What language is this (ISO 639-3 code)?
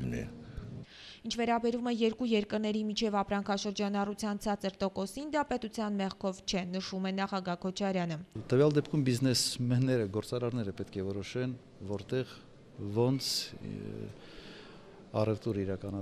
hye